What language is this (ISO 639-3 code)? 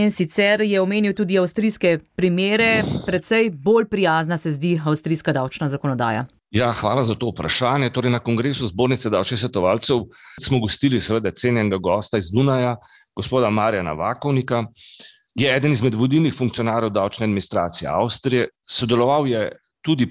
slv